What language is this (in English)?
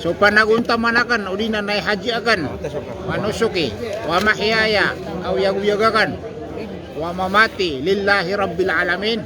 Maranao